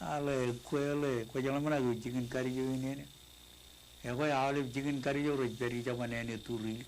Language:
Marshallese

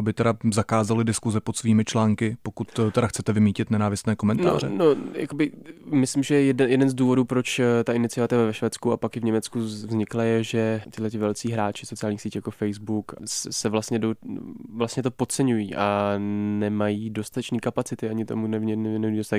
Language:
Czech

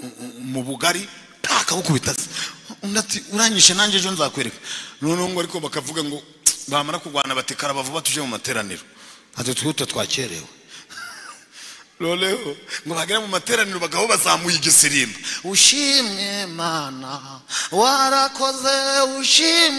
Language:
Kinyarwanda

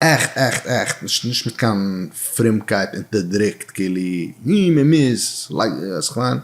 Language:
Yiddish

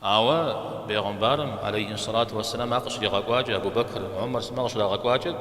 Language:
Kabardian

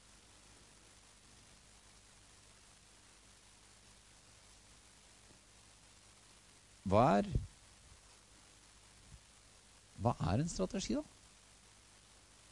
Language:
Norwegian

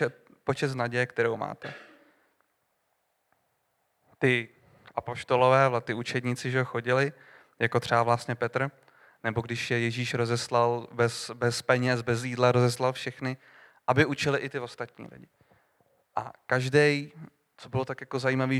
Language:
Czech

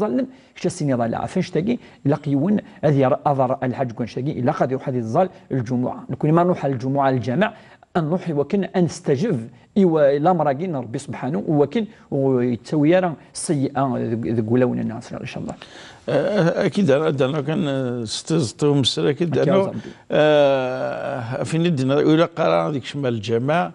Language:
Kabyle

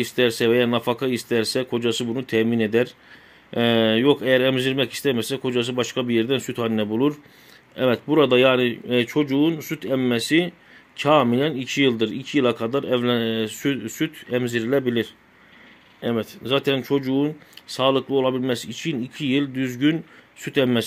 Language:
Turkish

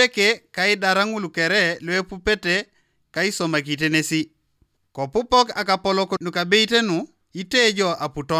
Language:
Teso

